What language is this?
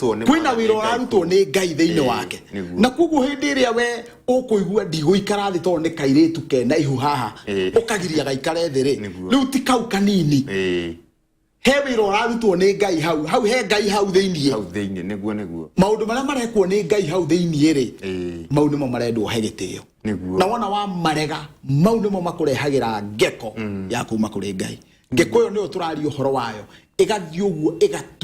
Kikuyu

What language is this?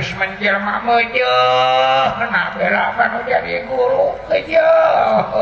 Sundanese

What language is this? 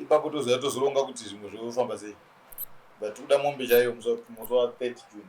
Shona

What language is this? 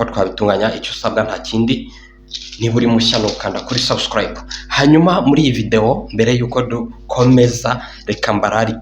Kinyarwanda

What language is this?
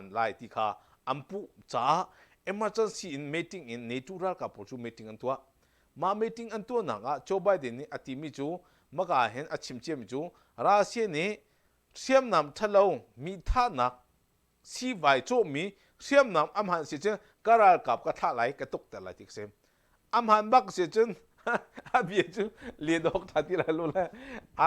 Hakha Chin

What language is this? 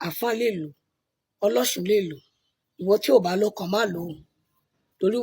Yoruba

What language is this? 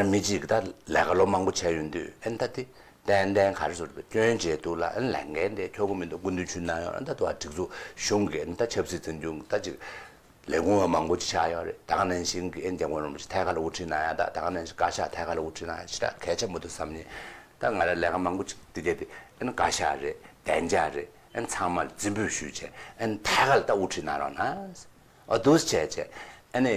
Tibetan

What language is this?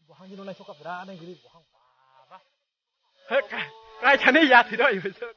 Kok Borok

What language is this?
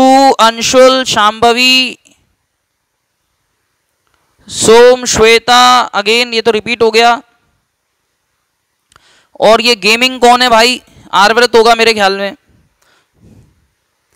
Hindi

